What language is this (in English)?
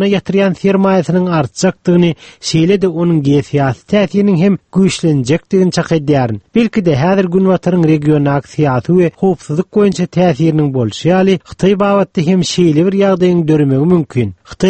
Turkmen